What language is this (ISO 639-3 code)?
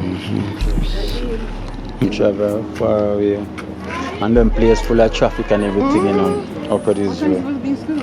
jam